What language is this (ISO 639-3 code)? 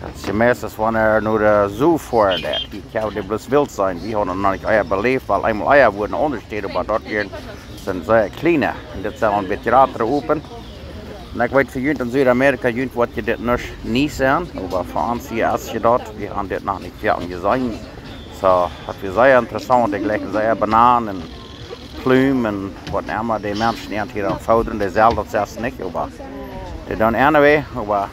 pdt